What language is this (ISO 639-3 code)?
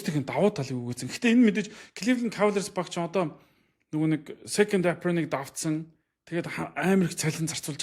mon